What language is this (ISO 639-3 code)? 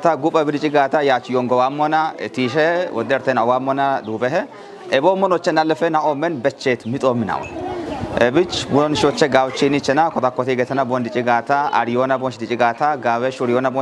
kbr